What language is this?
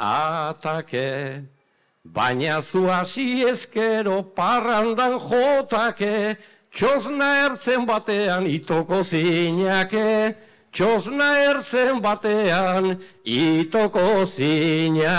Basque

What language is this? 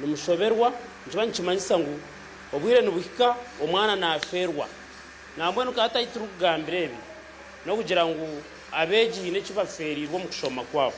Nyankole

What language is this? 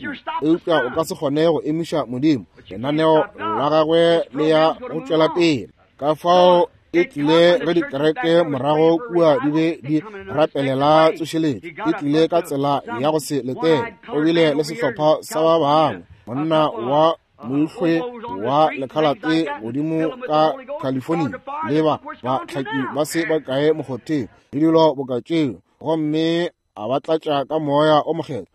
Northern Sotho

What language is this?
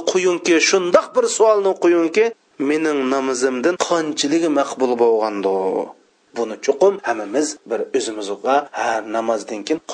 Uyghur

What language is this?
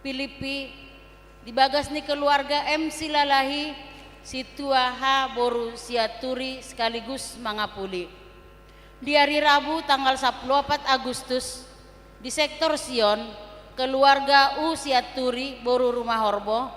Batak Toba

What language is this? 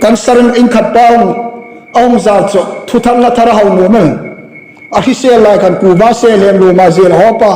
Hmar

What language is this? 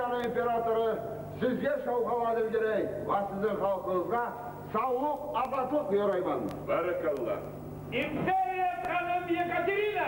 Kumyk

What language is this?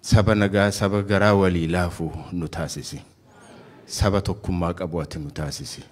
Oromo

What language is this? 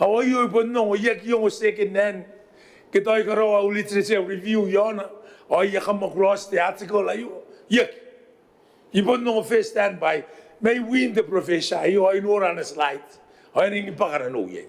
Gilbertese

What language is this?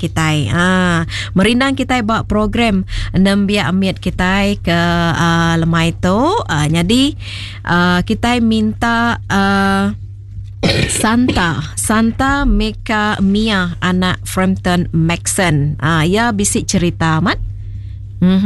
Iban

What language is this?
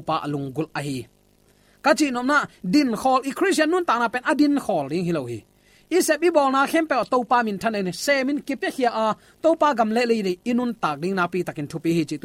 Tedim Chin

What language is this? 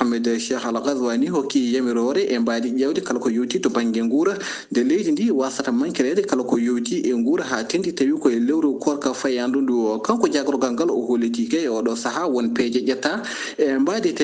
Fula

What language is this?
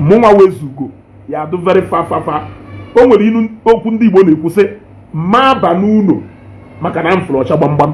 Igbo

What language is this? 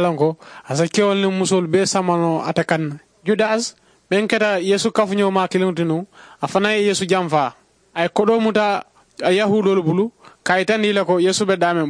Mandingo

